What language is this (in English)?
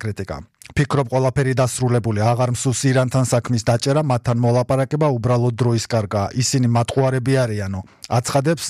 Georgian